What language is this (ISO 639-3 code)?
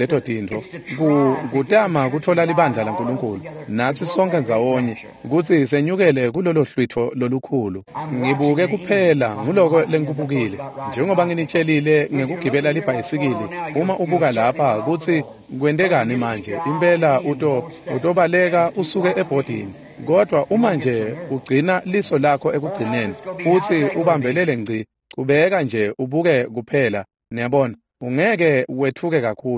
ssw